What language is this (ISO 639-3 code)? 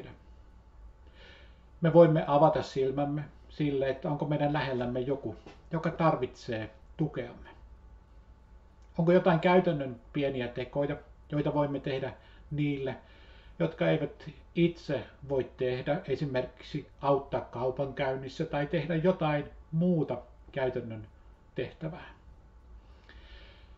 fin